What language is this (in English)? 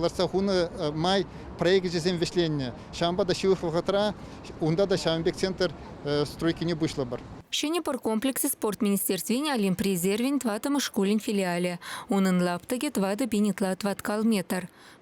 Chuvash